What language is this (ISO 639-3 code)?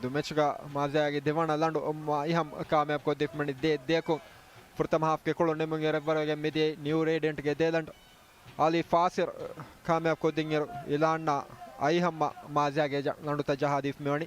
div